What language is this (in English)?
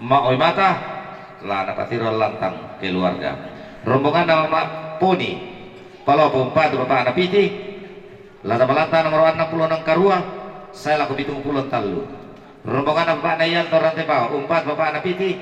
Toraja-Sa'dan